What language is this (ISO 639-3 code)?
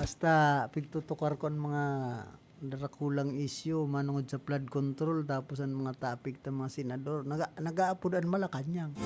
bik